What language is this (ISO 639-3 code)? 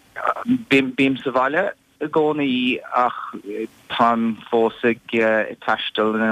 gle